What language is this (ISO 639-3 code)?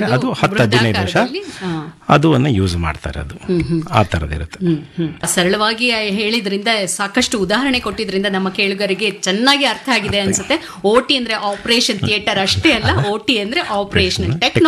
kan